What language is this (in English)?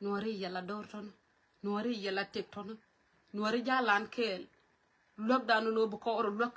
Nuer